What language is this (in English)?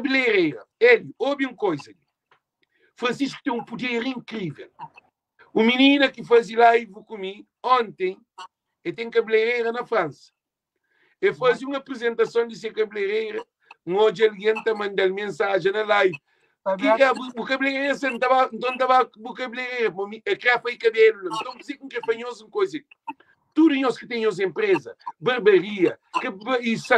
Kabuverdianu